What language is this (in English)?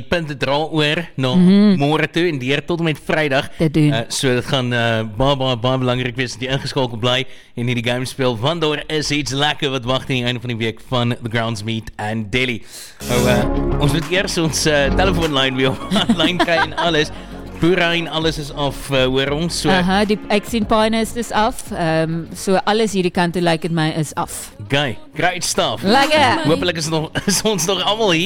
Afrikaans